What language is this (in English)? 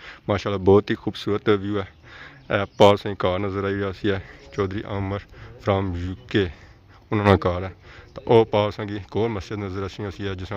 Pahari-Potwari